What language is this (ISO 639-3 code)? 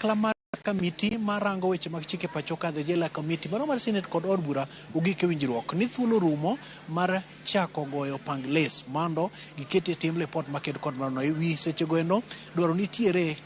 luo